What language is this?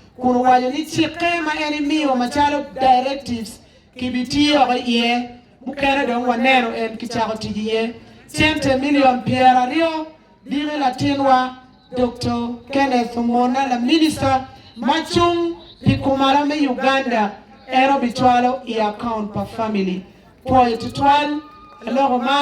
Acoli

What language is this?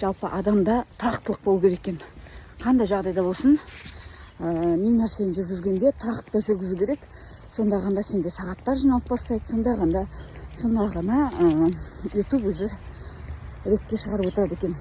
Kazakh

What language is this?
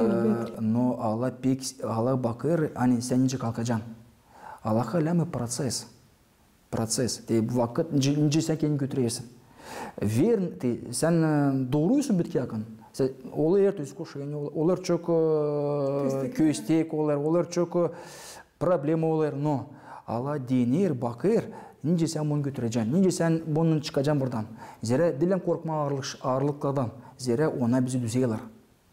Gagauz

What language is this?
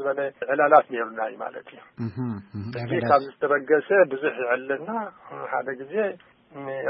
Tigrinya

